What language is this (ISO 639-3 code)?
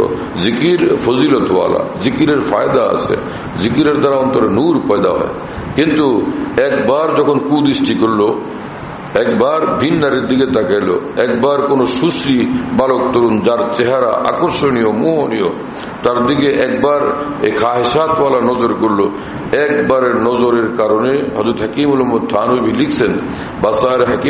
ben